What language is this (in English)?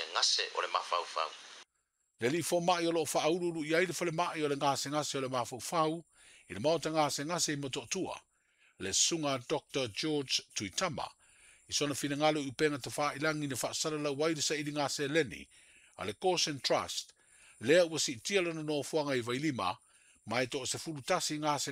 Samoan